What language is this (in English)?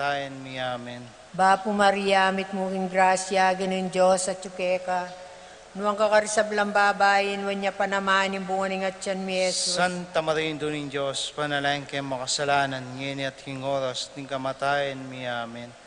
Pampanga